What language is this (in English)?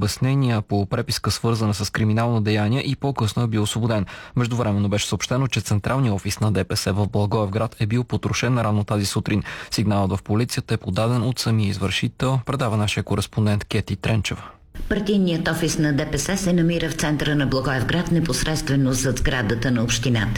Bulgarian